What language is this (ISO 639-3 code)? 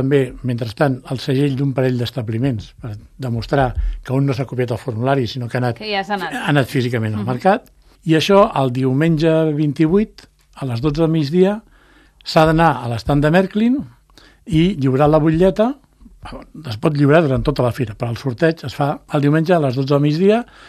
cat